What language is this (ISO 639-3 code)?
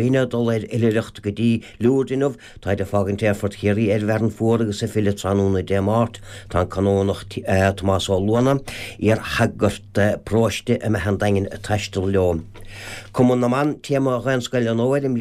gle